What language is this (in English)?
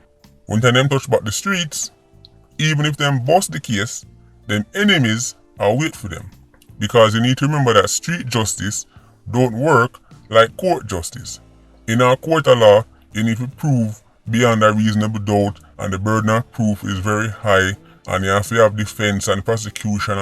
Jamaican Creole English